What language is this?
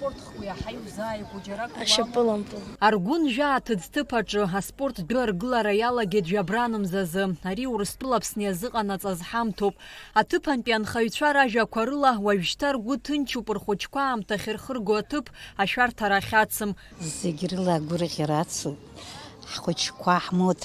Abkhazian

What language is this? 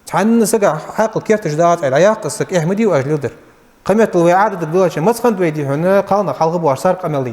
Ingush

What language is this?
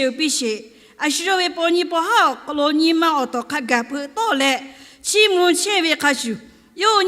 Lahu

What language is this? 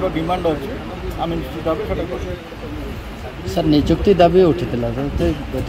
Odia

